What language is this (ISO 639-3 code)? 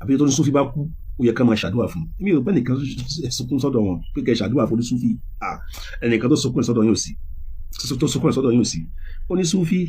yor